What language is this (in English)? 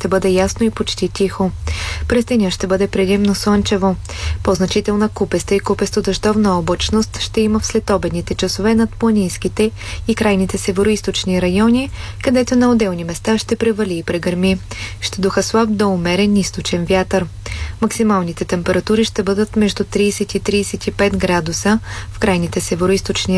Bulgarian